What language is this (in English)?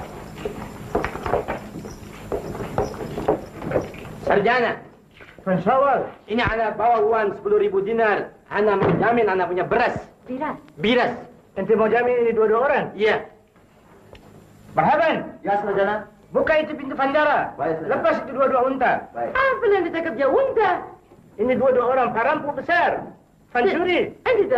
Malay